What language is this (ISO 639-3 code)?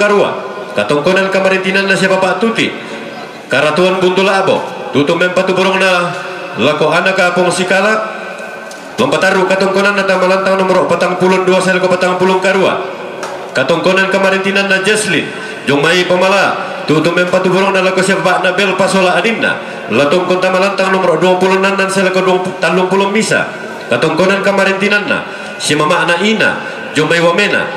sda